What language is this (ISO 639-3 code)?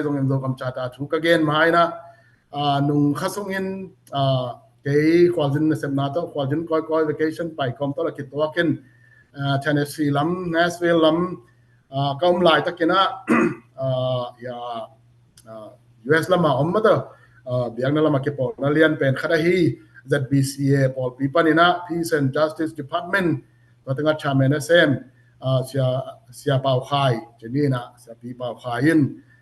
ctd